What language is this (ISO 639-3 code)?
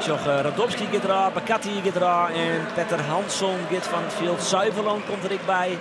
fry